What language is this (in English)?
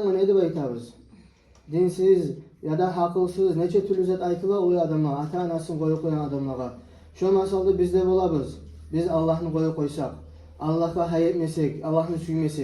Kumyk